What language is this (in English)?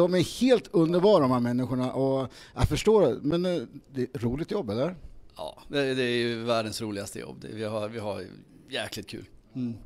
Swedish